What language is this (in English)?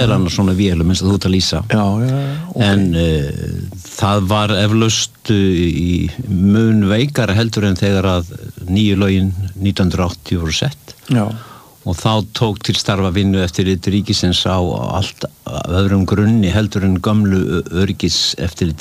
Icelandic